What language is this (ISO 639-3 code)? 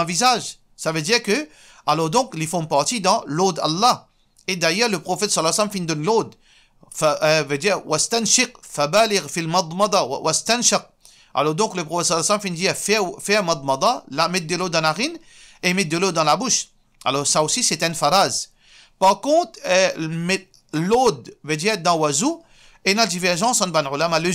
mfe